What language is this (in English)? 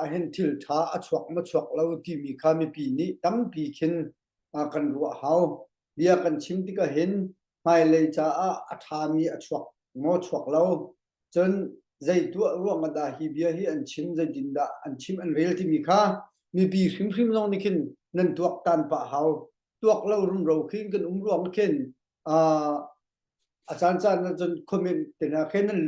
Hakha Chin